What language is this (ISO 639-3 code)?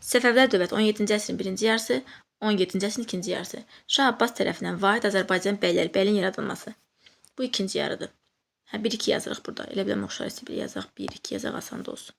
aze